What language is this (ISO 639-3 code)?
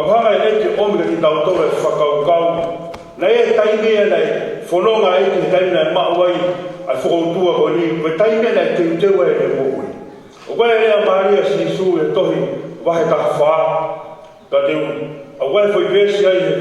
ton